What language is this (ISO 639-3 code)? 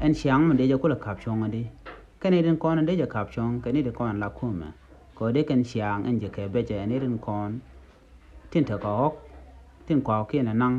nus